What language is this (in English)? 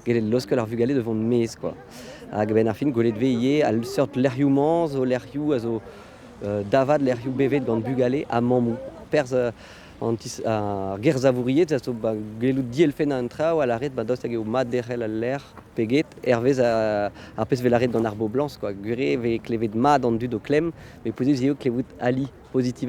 Breton